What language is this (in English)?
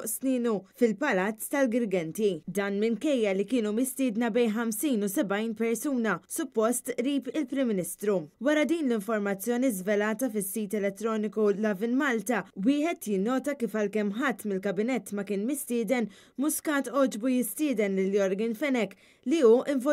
Maltese